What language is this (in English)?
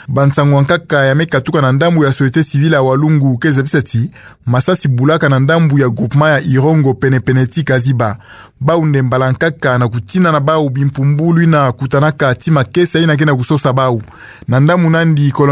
Kituba (Democratic Republic of Congo)